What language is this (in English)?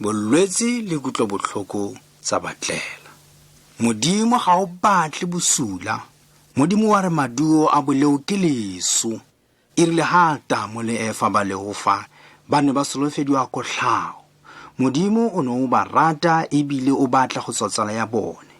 Tswana